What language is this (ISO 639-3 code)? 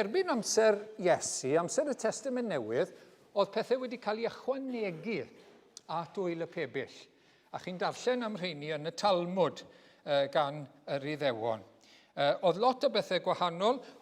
cym